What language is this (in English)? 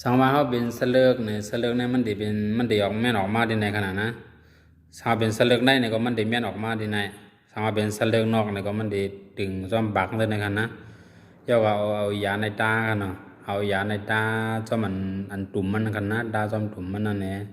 Shan